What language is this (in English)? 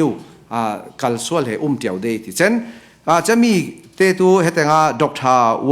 Falam Chin